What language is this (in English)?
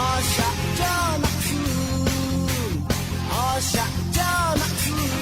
Lahu